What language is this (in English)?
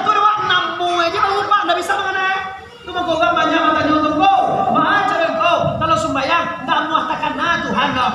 Minangkabau